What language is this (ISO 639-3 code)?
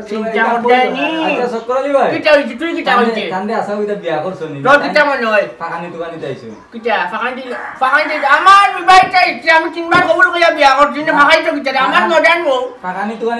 syl